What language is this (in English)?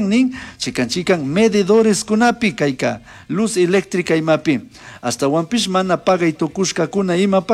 Chimborazo Highland Quichua